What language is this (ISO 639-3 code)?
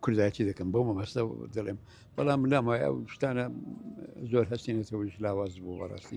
ckb